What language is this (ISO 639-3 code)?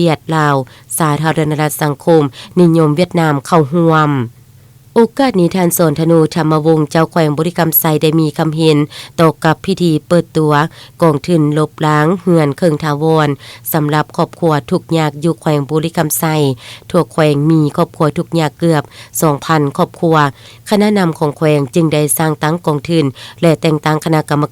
lao